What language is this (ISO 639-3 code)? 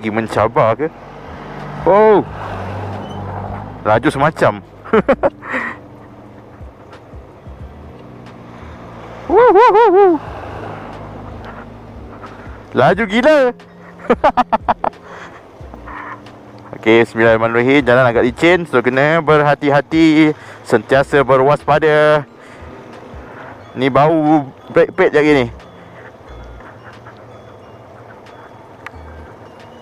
msa